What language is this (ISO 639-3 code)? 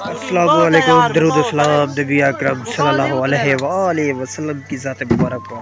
skr